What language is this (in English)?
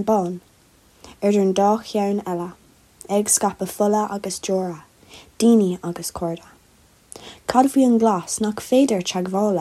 Irish